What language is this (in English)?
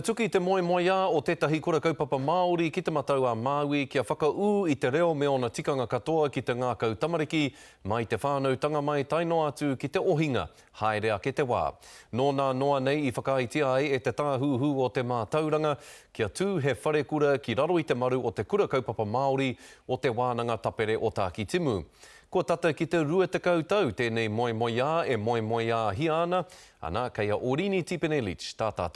Māori